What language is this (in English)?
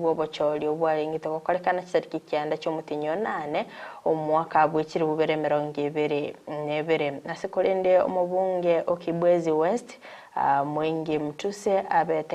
Gusii